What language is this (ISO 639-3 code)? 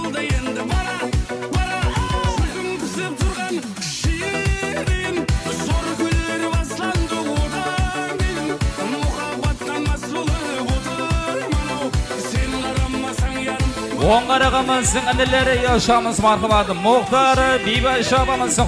kaa